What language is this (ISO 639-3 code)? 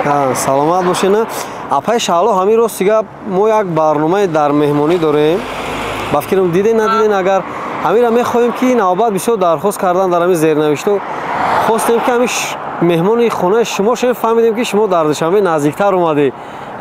tgk